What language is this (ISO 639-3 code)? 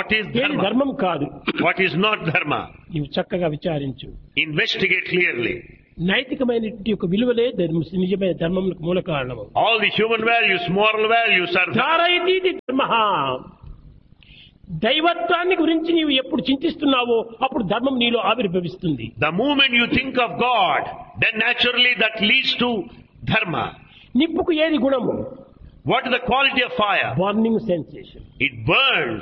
tel